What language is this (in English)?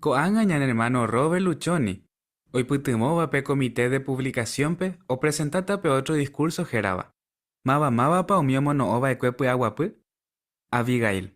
Guarani